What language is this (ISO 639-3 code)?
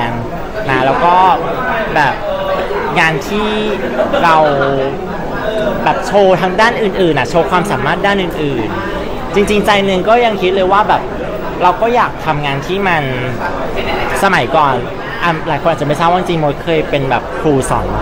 tha